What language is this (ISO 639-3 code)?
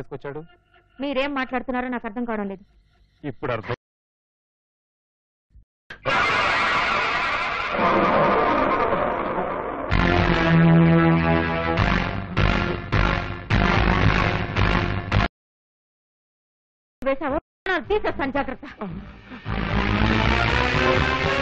tel